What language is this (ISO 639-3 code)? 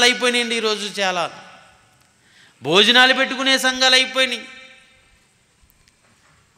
tel